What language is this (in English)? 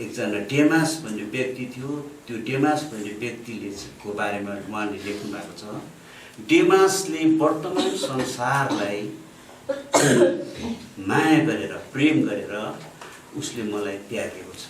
Nepali